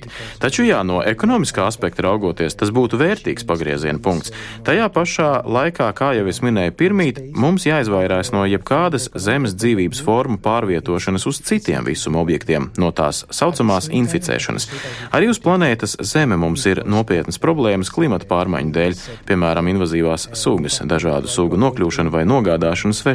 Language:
Latvian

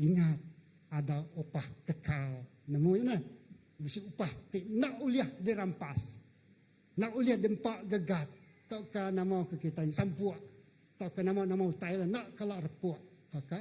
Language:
Iban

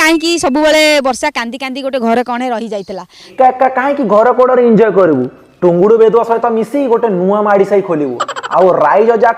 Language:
Odia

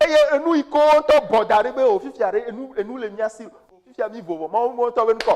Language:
Ewe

